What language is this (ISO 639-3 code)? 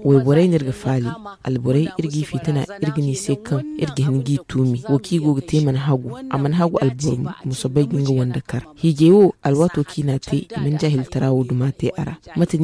dje